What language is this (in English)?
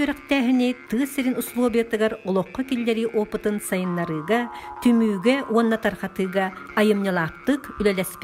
Yakut